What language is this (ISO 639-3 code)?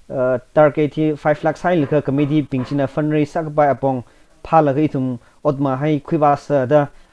nmf